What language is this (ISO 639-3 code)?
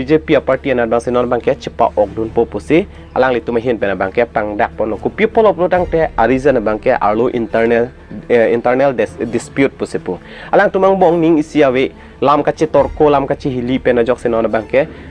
mjw